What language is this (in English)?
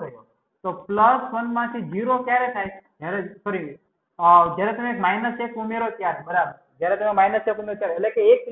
Gujarati